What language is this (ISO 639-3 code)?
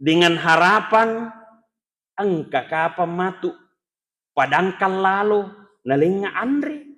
bug